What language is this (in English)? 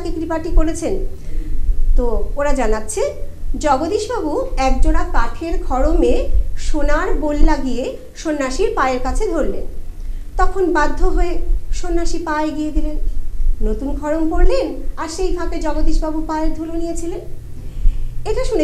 Bangla